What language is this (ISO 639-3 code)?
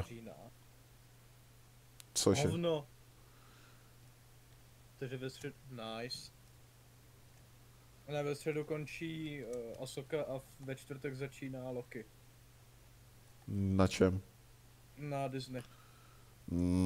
ces